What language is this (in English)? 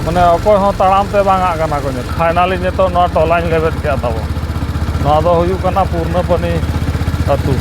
Santali